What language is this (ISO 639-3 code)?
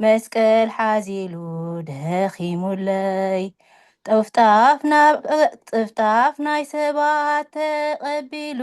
tir